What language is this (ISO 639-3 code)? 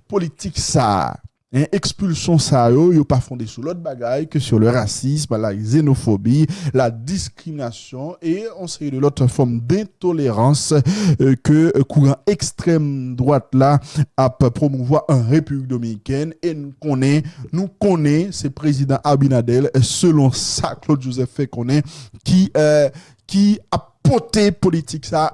hat